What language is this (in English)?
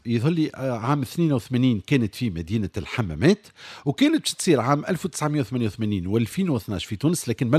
Tunisian Arabic